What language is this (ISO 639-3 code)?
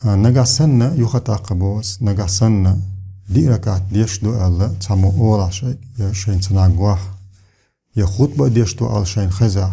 che